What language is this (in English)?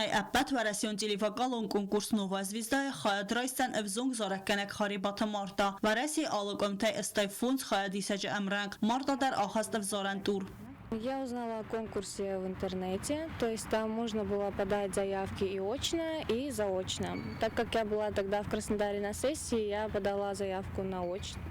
Ossetic